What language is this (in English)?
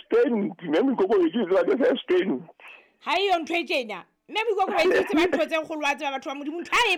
Southern Sotho